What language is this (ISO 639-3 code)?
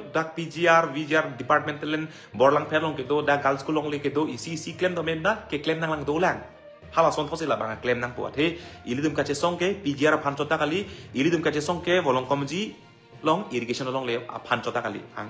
mjw